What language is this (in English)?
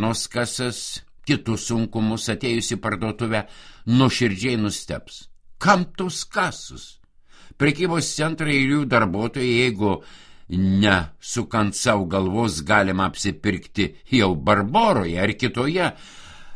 Lithuanian